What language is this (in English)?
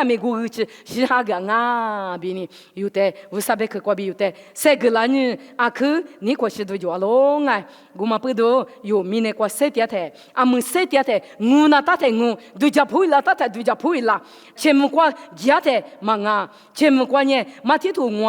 Lisu